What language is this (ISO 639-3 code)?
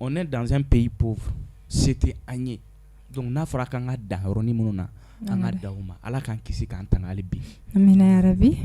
bam